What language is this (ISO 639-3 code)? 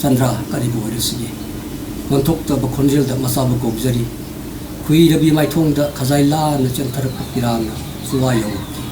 mni